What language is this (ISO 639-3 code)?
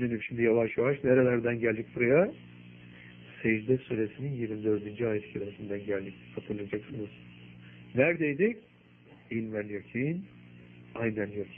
tur